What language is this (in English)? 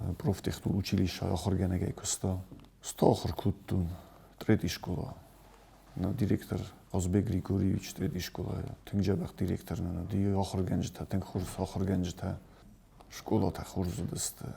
Ossetic